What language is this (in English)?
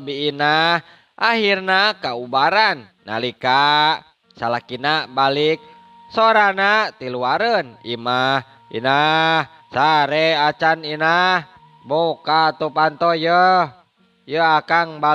Sundanese